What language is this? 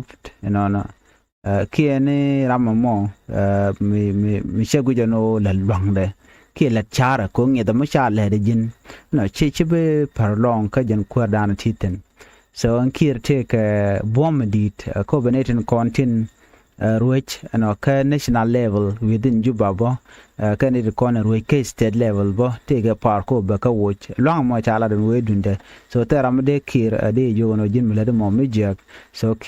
Nuer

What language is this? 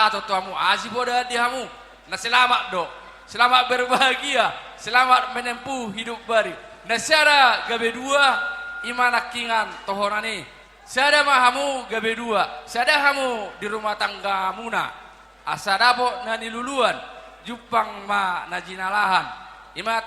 Batak Toba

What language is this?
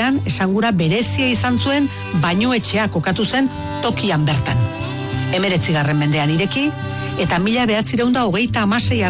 Basque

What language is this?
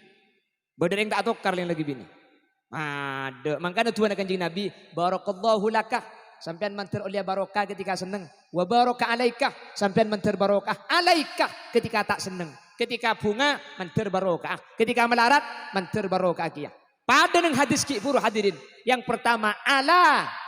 Madurese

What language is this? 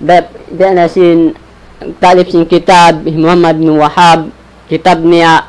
Tausug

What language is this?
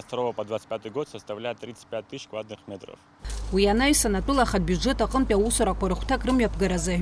Abkhazian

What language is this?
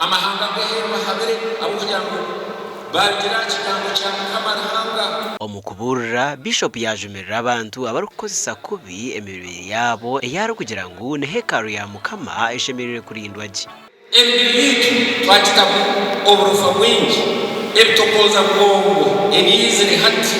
Nyankole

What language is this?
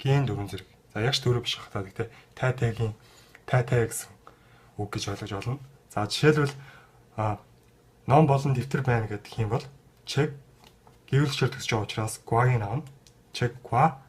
Mongolian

